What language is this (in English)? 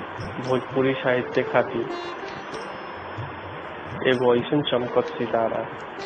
Bhojpuri